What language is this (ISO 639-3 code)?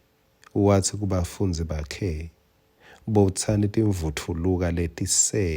ssw